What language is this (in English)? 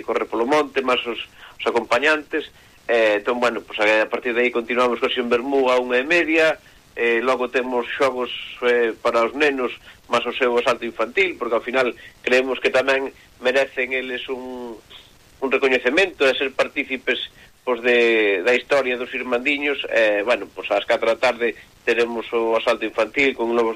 Galician